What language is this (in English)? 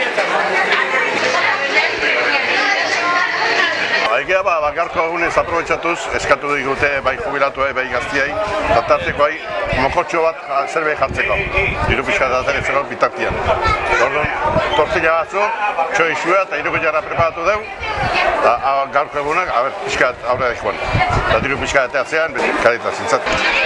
Basque